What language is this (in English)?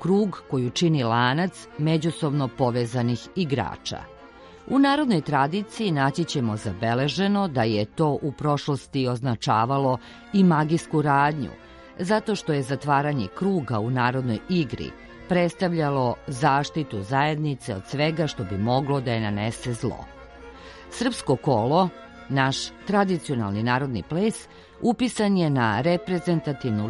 Serbian